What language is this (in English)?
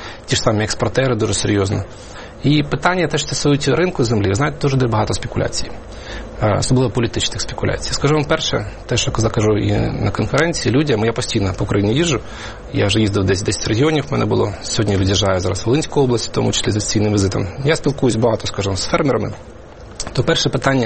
Ukrainian